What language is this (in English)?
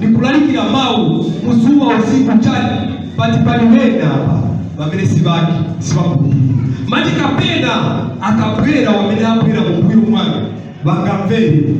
Nyanja